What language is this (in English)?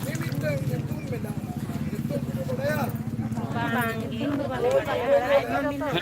Santali